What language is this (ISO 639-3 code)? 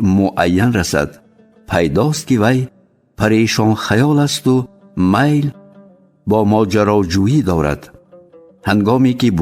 tgk